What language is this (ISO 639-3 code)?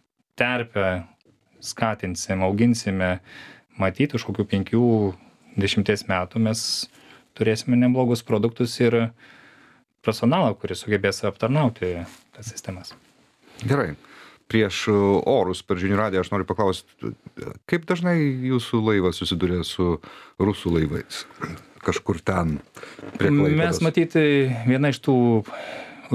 lit